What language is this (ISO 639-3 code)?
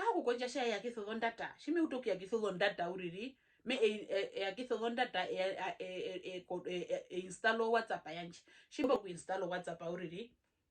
her